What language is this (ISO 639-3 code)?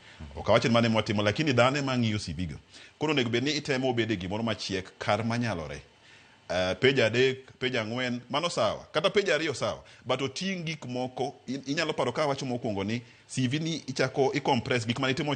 luo